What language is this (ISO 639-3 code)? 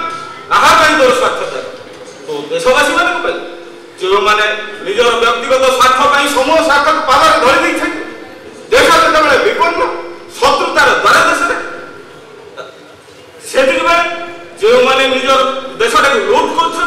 ori